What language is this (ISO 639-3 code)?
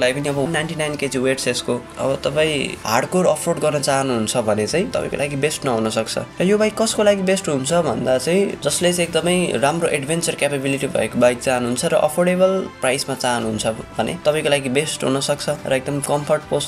nep